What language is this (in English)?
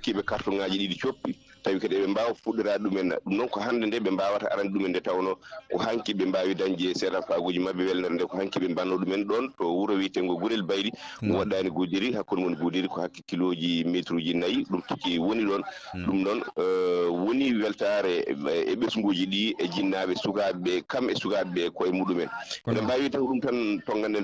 Fula